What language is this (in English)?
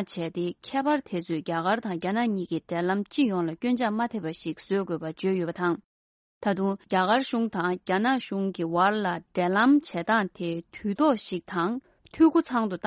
Tibetan